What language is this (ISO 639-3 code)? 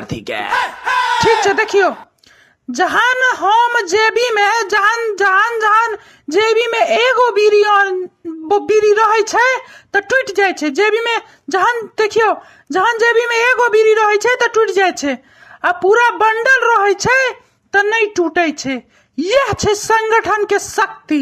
mai